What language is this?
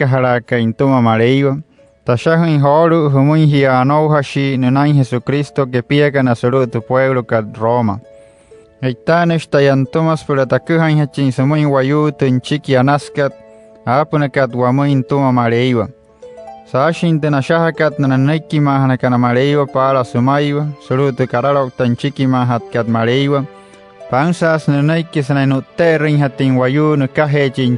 Wayuu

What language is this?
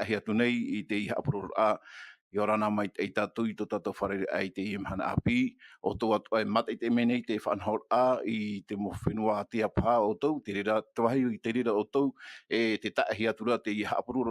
Tahitian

